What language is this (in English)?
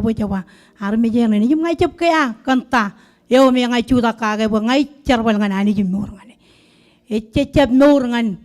Marshallese